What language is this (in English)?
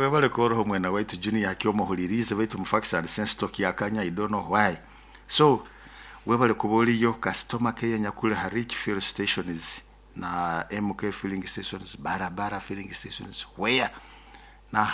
Nyoro